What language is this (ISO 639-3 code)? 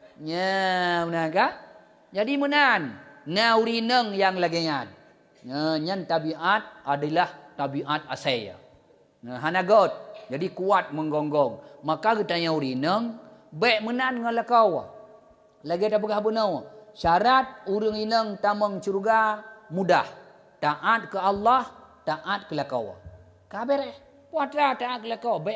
ace